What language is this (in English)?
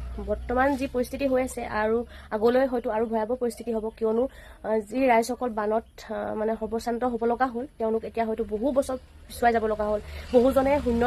Assamese